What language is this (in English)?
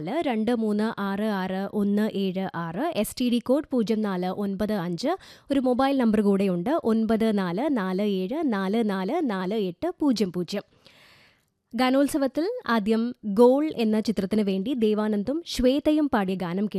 Malayalam